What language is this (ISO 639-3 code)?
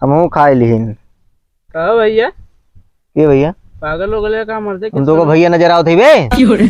awa